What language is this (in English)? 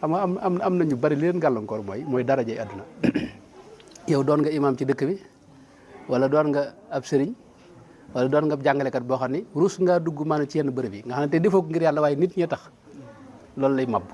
Wolof